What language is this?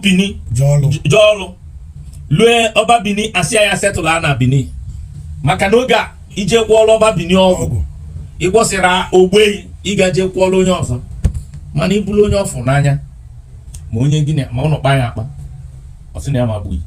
Igbo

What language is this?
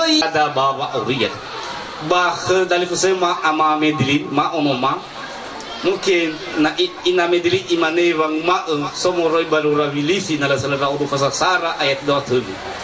Nias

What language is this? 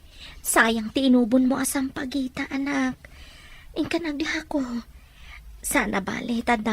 Iloko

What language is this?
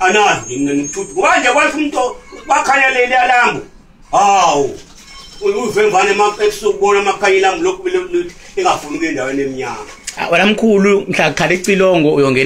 Zulu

